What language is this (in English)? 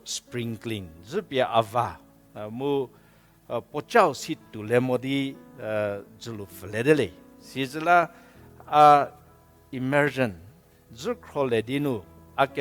Angami Naga